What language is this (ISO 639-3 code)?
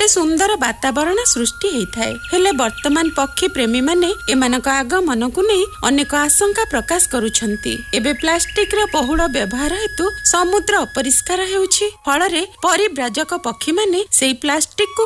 ori